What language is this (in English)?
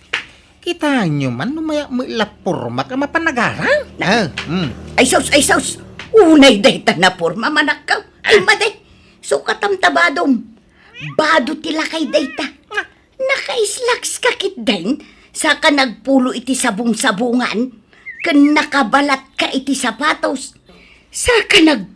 Iloko